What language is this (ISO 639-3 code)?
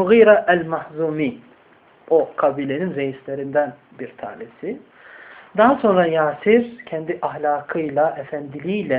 tur